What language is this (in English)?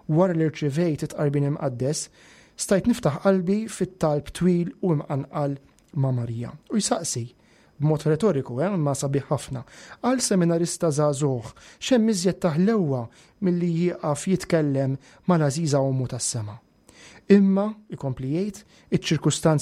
Maltese